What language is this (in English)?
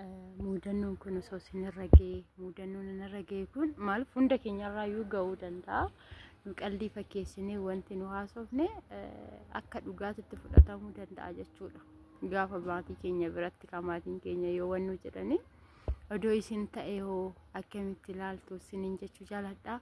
Oromo